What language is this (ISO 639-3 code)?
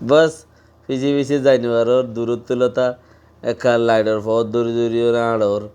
rhg